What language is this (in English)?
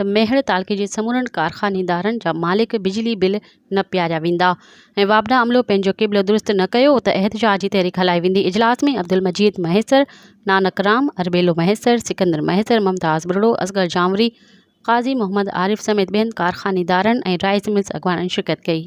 Sindhi